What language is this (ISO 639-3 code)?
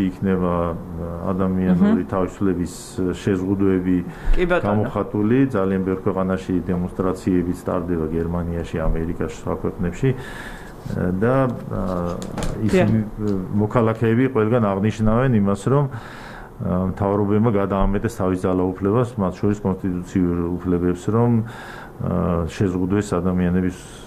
kat